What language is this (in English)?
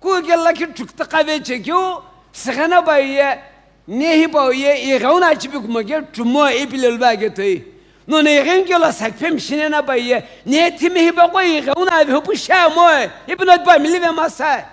Sumi Naga